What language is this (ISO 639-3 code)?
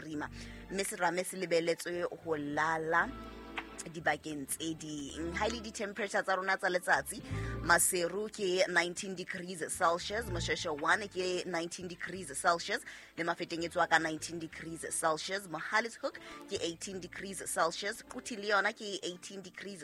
sot